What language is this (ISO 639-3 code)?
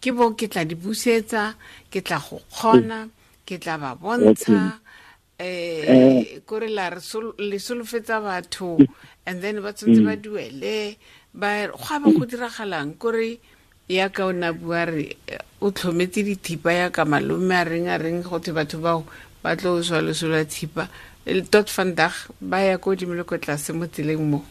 tsn